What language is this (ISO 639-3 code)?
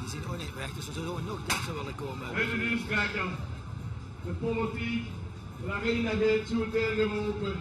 lim